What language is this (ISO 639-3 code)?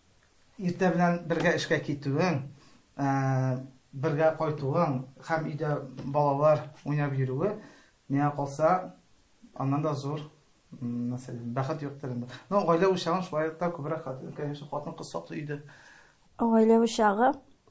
tat